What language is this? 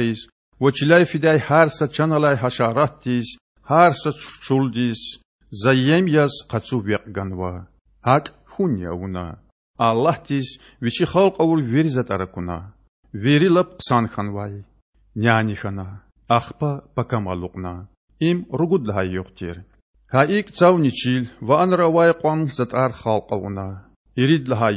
Lezghian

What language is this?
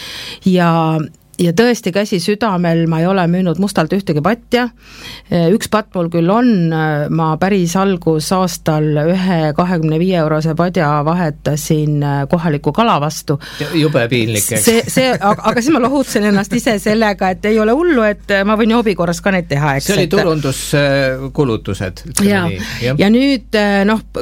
Estonian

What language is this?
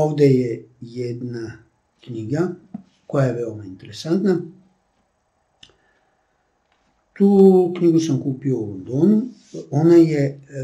Serbian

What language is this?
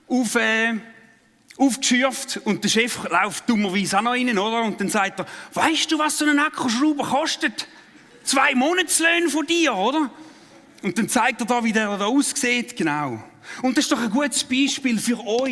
Swiss German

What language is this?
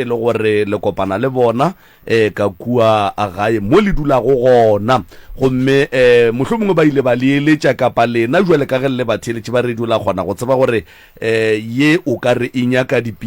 Northern Sotho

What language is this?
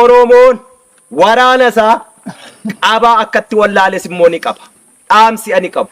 Oromo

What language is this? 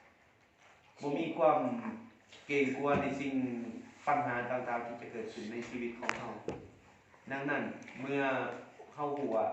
Lao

